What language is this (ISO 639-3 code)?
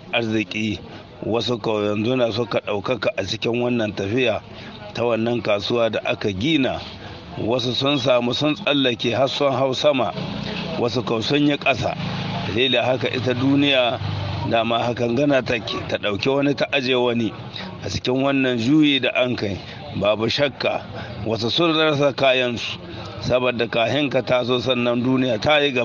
hau